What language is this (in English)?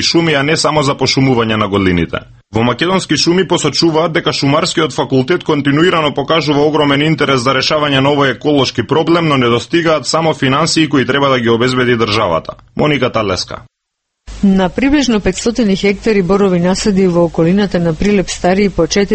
Macedonian